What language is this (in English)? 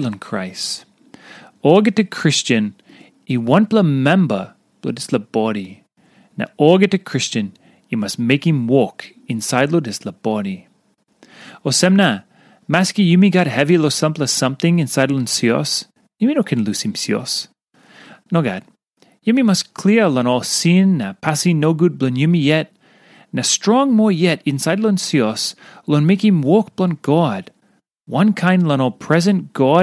Tok Pisin